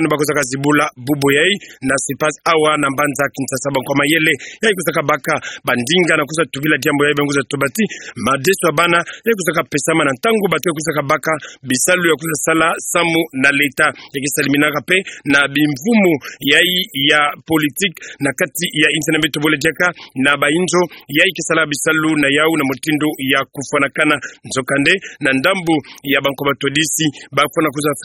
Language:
Kituba (Democratic Republic of Congo)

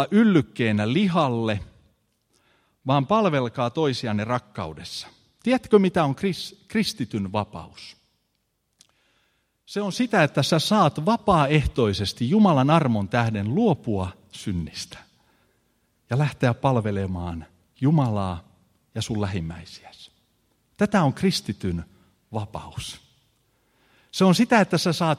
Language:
Finnish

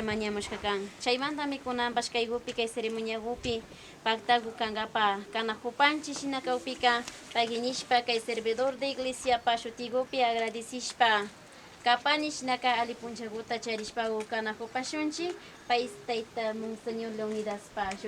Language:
Imbabura Highland Quichua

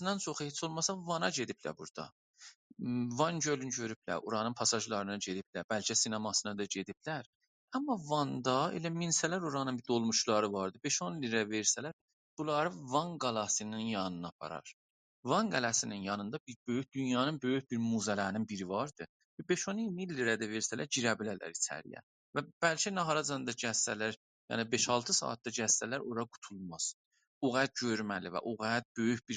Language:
South Azerbaijani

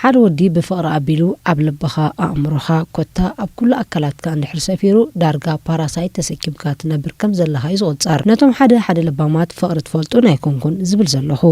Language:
Tigrinya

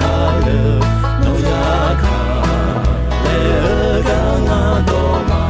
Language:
Akha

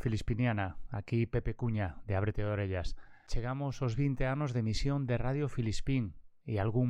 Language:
Galician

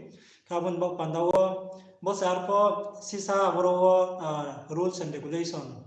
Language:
Riang (India)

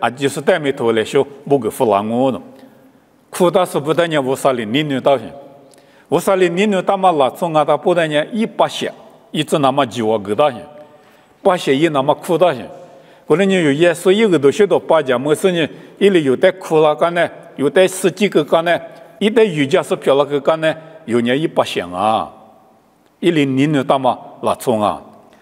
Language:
Lisu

